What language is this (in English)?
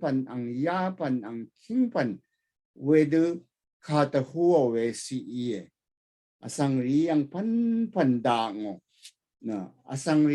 Rawang